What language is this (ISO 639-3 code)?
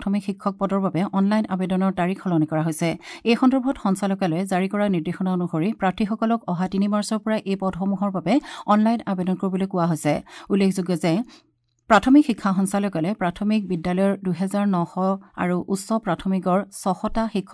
asm